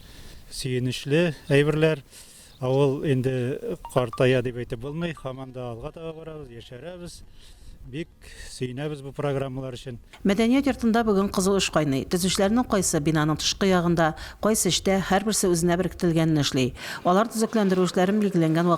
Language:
Tatar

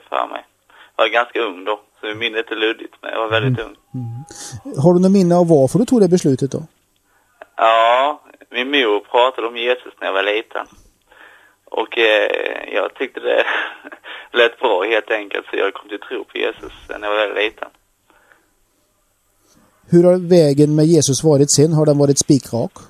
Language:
Swedish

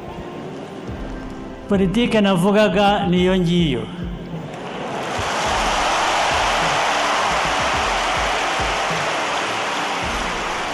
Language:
Kinyarwanda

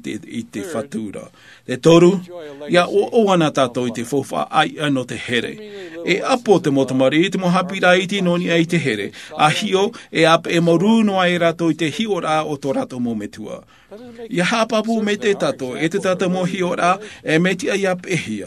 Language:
Tahitian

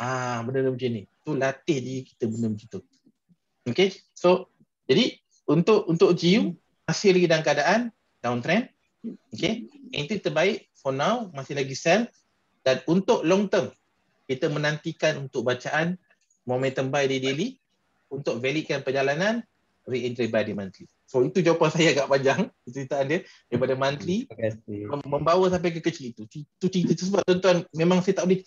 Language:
Malay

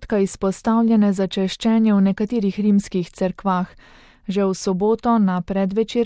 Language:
Slovenian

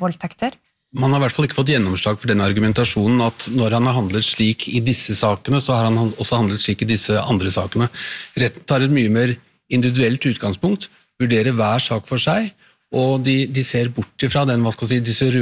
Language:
Norwegian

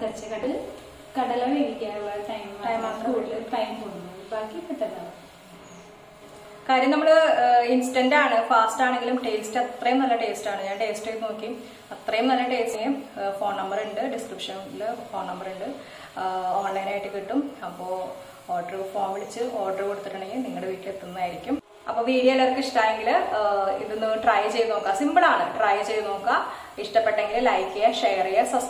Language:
Malayalam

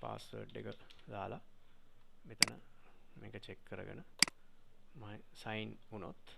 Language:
Sinhala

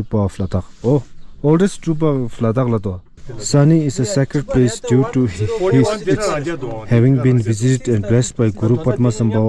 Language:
Tibetan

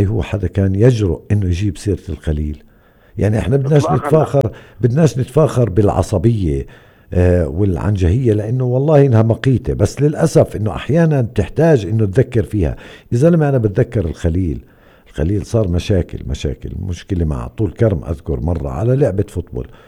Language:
North Levantine Arabic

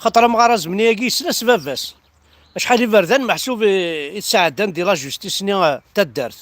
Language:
Kabyle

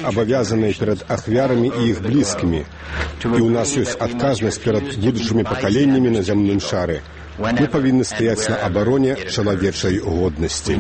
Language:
Belarusian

